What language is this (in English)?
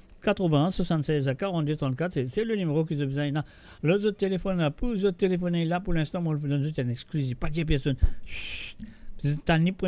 Morisyen